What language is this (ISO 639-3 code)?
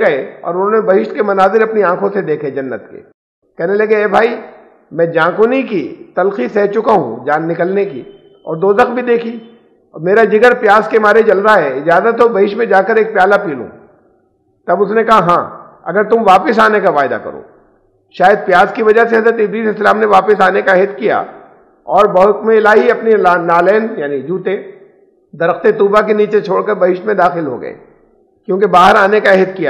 urd